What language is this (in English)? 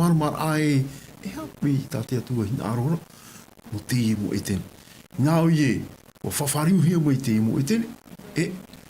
Tahitian